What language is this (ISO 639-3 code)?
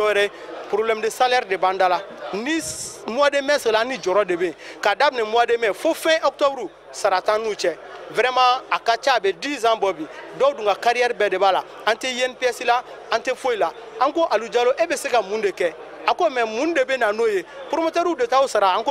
bam